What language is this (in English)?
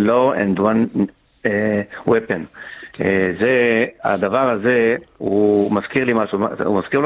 Hebrew